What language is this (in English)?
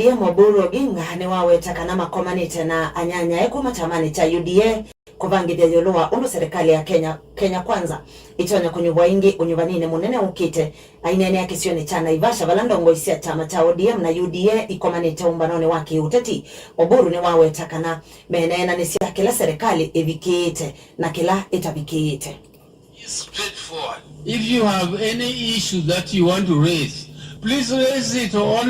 Kamba